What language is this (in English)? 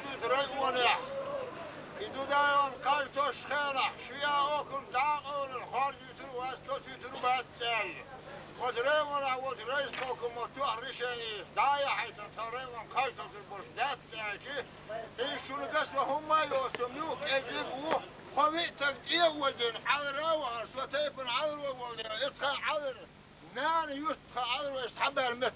Chechen